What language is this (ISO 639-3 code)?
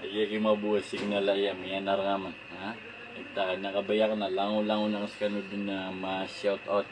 mrw